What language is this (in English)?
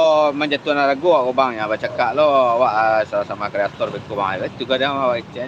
Minangkabau